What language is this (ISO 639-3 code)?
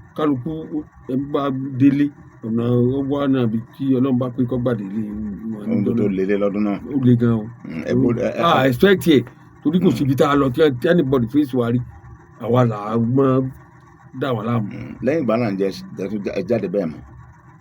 yor